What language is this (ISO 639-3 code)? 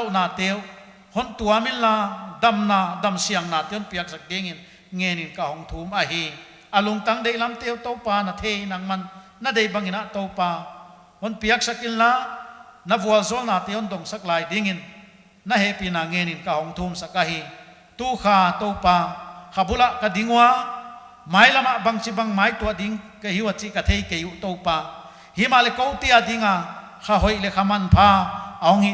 pck